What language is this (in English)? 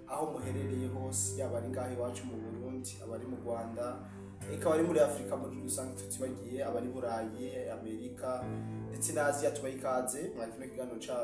Rundi